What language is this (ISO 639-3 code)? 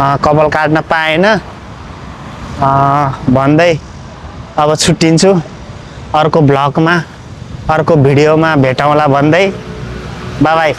nep